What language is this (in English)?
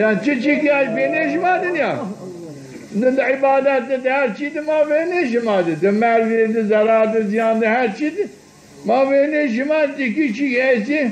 Zaza